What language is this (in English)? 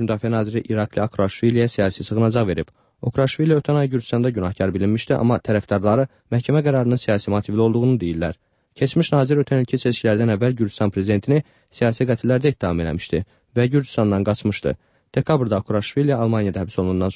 Azerbaijani